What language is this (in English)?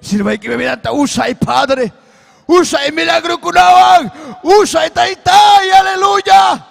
Ayacucho Quechua